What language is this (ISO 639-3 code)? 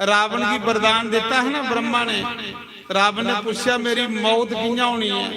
doi